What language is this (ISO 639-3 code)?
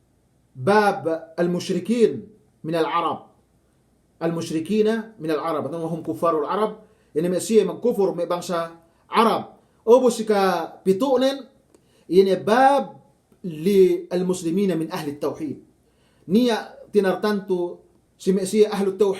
yka